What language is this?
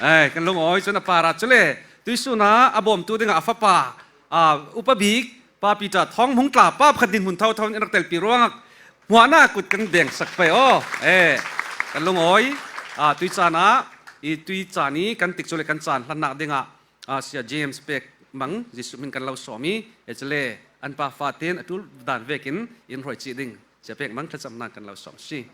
Falam Chin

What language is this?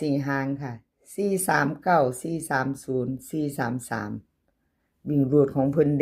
Northeastern Thai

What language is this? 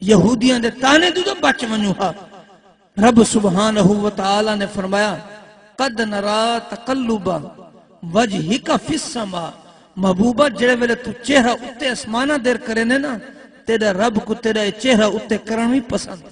Saraiki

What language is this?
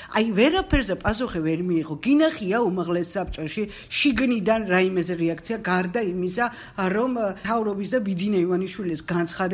Georgian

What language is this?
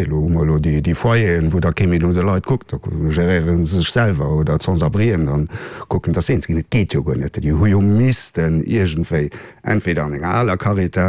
Luxembourgish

